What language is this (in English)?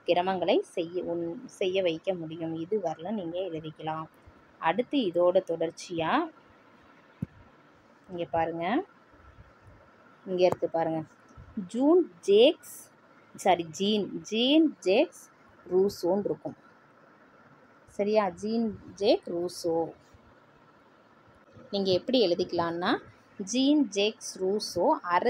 Tamil